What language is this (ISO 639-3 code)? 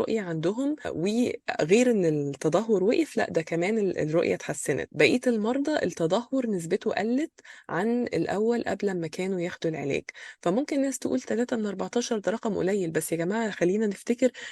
arz